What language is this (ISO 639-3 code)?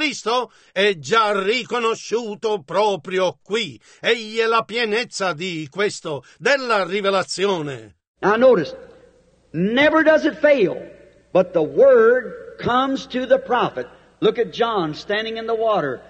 ita